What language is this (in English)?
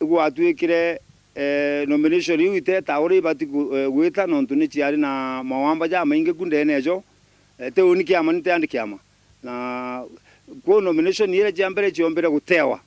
Meru